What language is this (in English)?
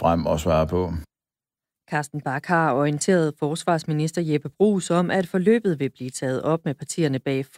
Danish